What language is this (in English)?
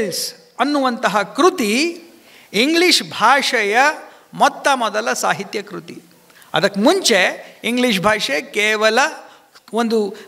Kannada